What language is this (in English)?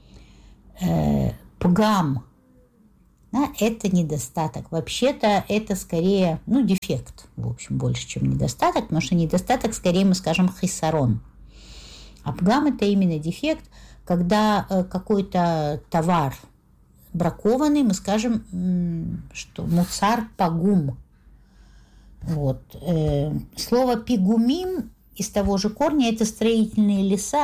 Russian